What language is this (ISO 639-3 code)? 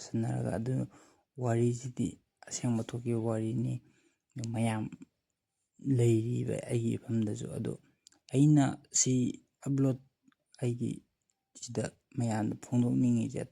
mni